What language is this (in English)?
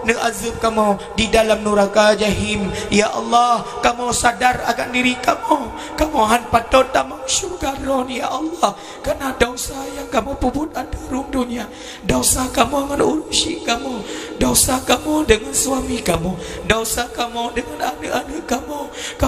Achinese